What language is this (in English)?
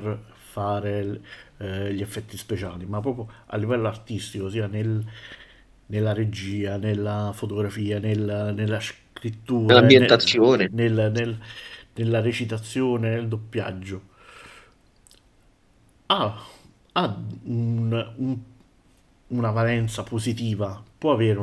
Italian